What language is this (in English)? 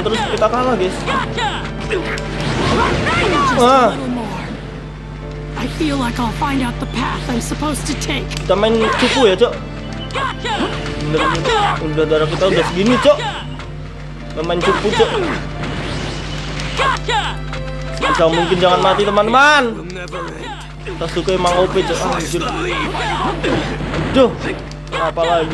Indonesian